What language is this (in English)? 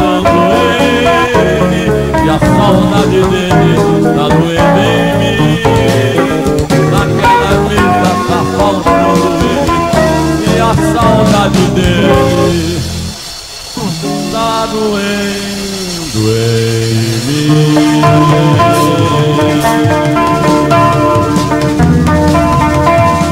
Portuguese